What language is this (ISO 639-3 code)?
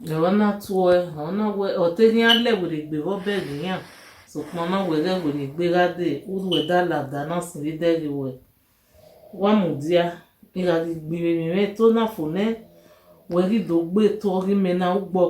bin